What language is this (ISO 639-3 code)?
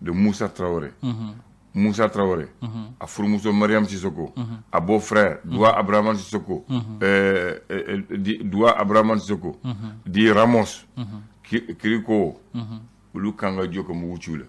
bam